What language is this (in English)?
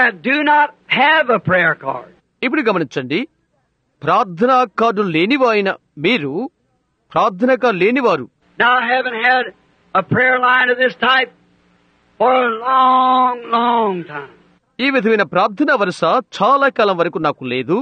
Telugu